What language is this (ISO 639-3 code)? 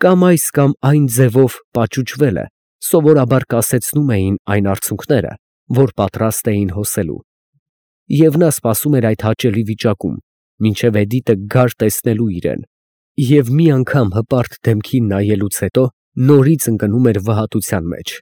hye